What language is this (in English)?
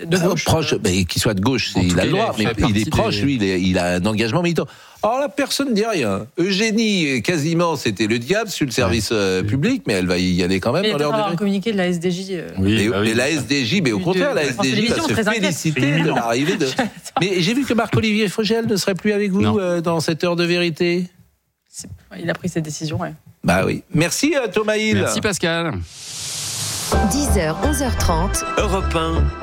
French